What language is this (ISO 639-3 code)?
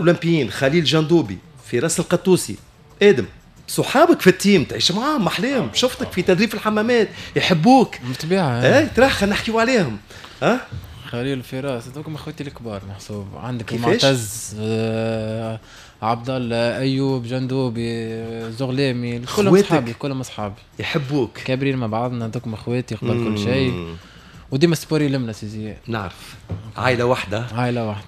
aeb